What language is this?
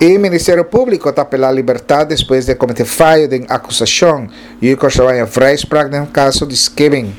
Papiamento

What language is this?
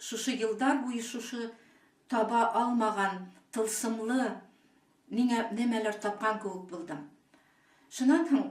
Bashkir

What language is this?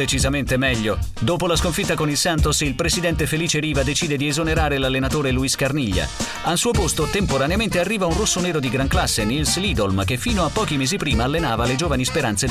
Italian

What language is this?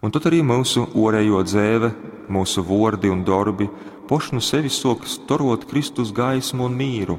Latgalian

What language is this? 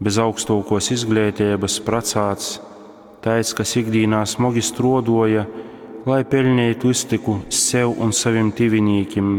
Latgalian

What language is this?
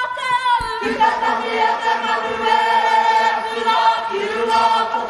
Māori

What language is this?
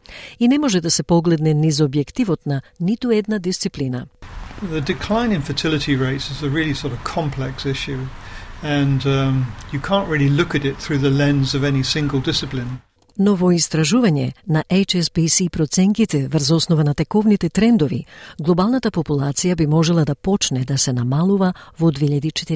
Macedonian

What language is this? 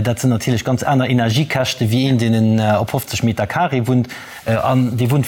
Luxembourgish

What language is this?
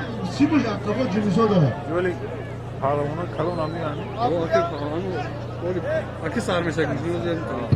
Tajik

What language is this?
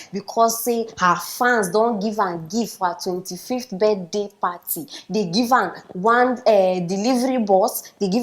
Nigerian Pidgin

